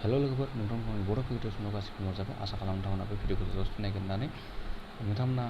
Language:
Bodo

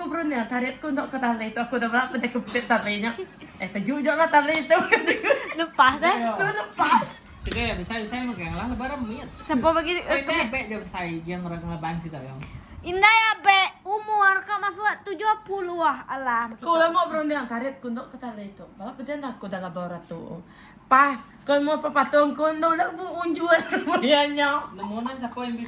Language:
Iban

